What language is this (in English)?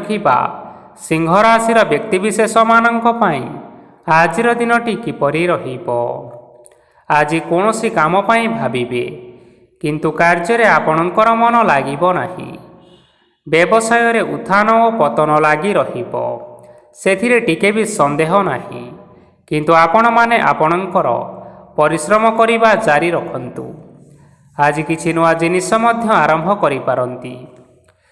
Odia